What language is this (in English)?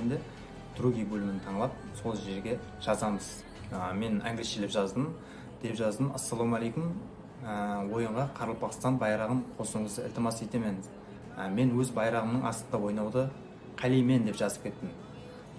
Kara-Kalpak